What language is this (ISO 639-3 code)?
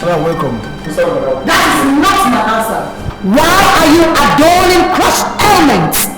pcm